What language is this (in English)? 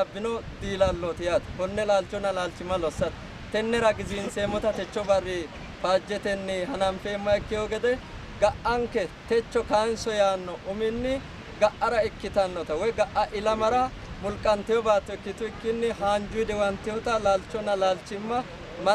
Sidamo